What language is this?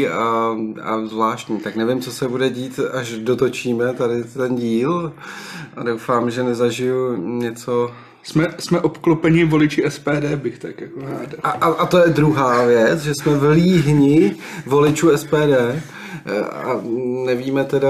Czech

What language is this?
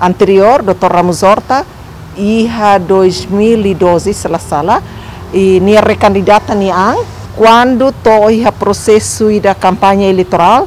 Tetum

